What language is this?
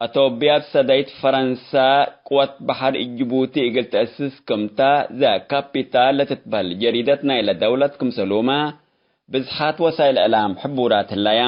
Tigre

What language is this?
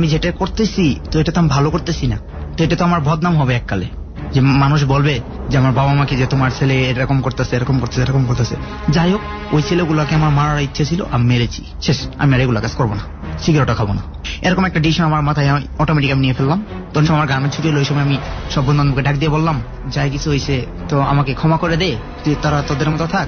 Bangla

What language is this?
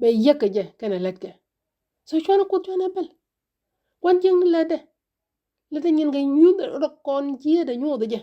Nuer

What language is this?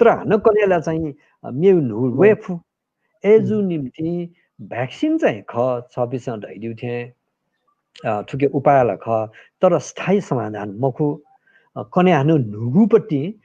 Newari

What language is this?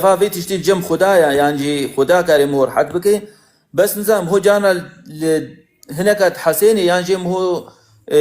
Kurdish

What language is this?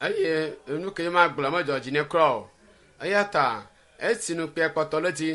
Ewe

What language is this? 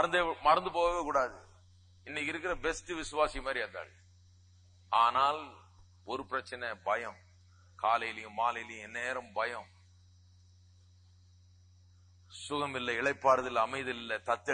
Tamil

